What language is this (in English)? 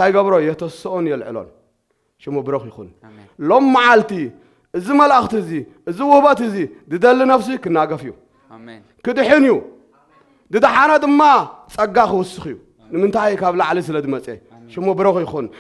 Tigrinya